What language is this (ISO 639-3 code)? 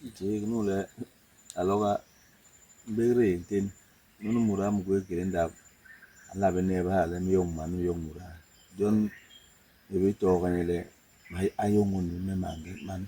bas